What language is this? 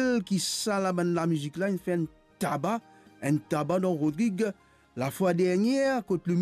Morisyen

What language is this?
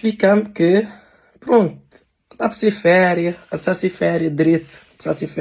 Kabuverdianu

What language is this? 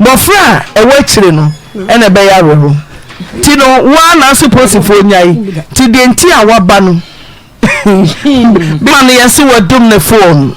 Akan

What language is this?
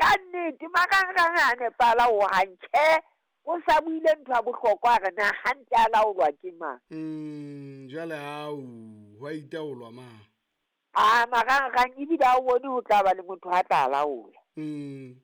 Southern Sotho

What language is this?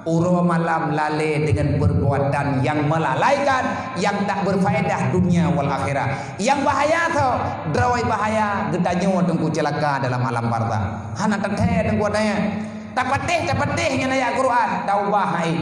Achinese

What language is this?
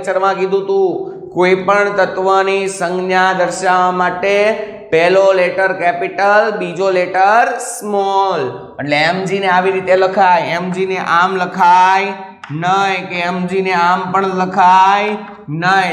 Gujarati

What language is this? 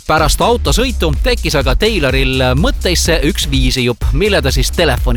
Estonian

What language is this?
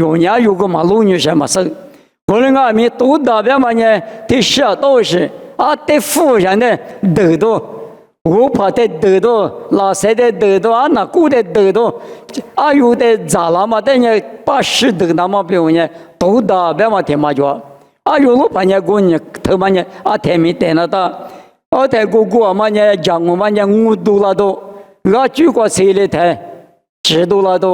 Lisu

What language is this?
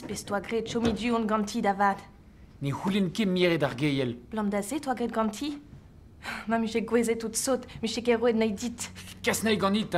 Breton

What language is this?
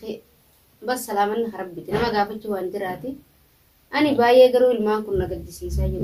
Oromo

